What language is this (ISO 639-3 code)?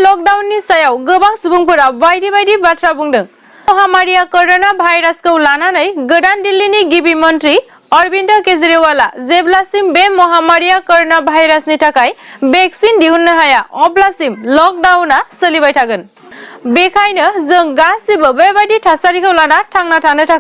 brx